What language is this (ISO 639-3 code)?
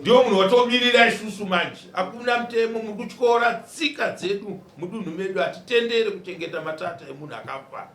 sna